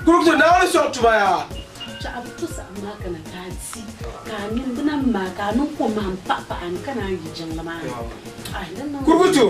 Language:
Dagbani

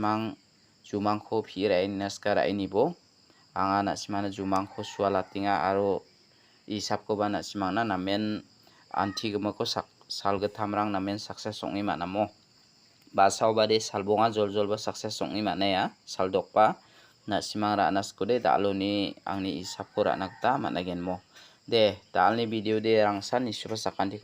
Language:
Garo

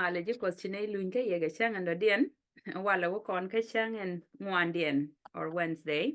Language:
Nuer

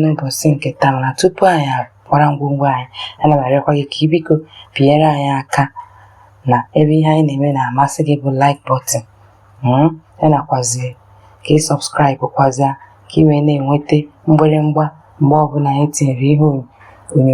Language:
Igbo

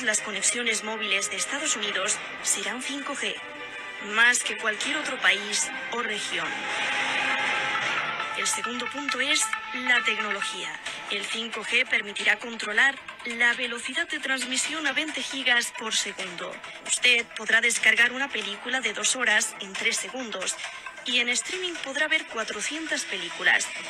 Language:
Spanish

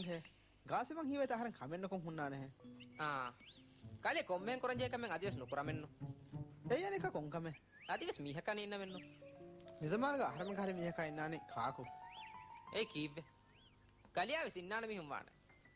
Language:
Divehi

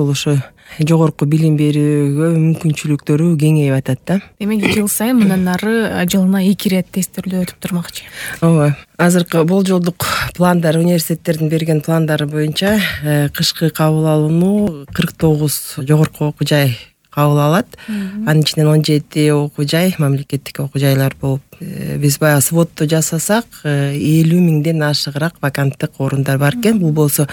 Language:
Kyrgyz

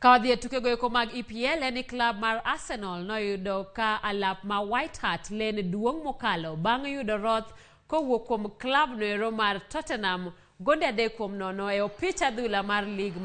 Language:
Luo (Kenya and Tanzania)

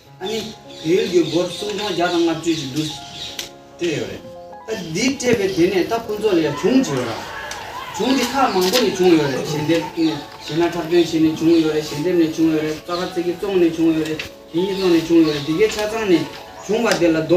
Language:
Tibetan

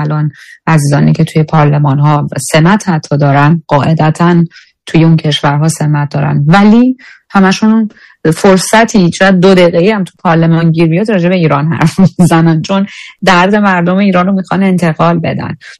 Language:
Persian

